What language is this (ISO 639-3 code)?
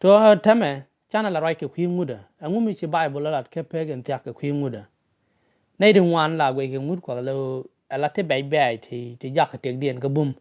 nus